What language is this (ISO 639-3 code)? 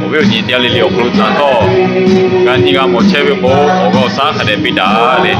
lhu